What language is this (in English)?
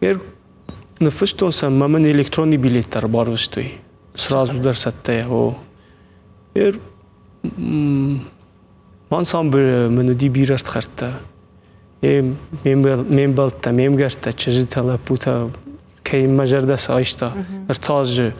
Ossetic